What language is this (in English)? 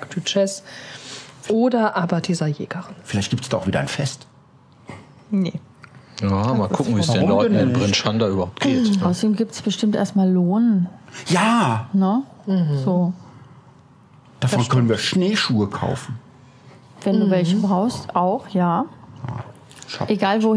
German